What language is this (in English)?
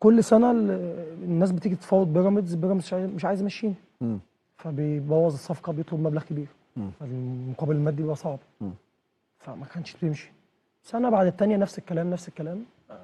Egyptian Arabic